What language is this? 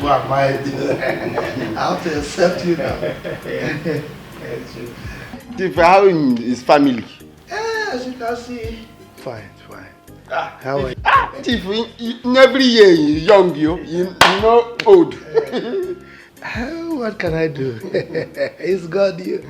Nigerian Pidgin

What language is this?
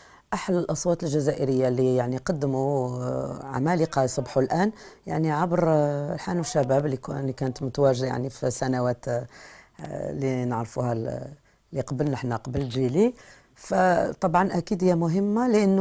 Algerian Arabic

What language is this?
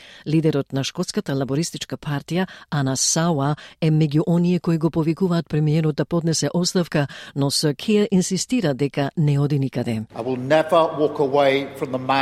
Macedonian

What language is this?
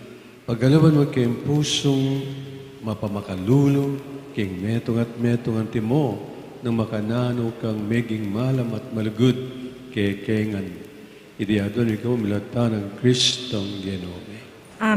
Pampanga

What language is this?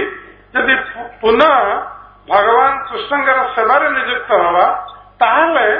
Odia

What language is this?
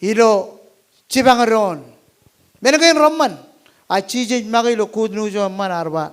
Marshallese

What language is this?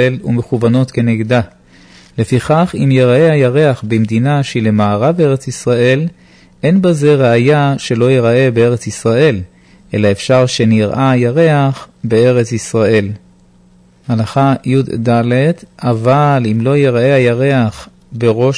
Hebrew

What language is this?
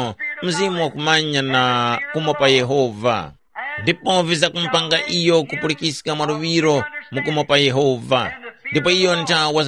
Tumbuka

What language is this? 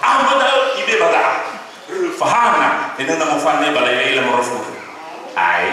Nias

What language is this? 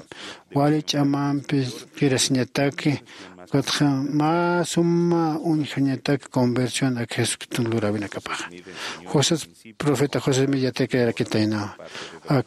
Aymara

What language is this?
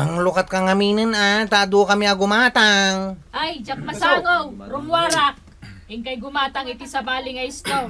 Iloko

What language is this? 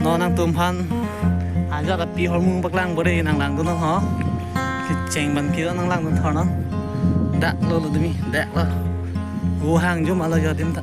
Karbi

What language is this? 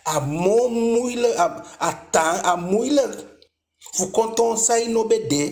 Eastern Maroon Creole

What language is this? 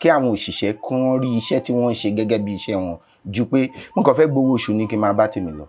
Yoruba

